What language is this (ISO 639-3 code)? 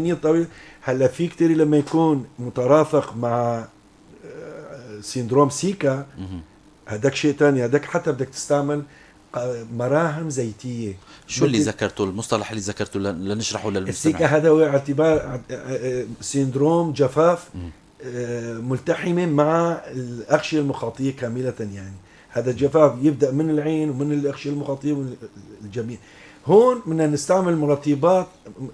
apc